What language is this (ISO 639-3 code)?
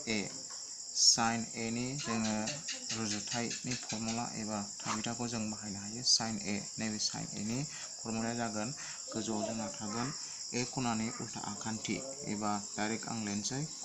brx